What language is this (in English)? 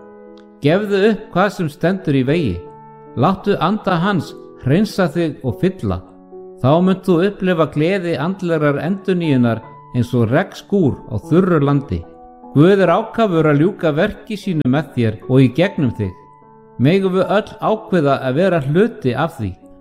Icelandic